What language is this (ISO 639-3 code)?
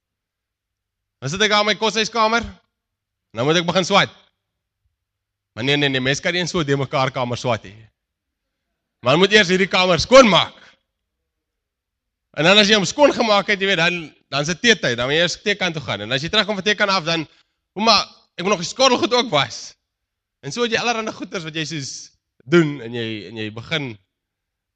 afr